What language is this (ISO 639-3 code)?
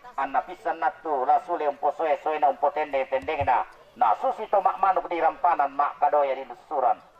sda